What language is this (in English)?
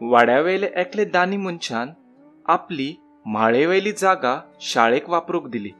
Konkani